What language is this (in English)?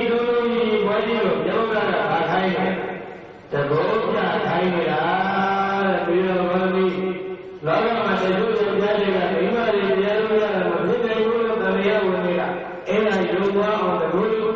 Burmese